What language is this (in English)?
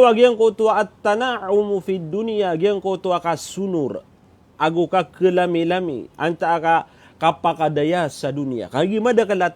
Maranao